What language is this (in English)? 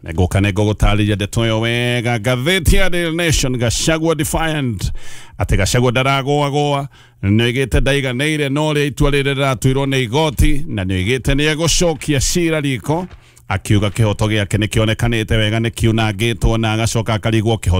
Kikuyu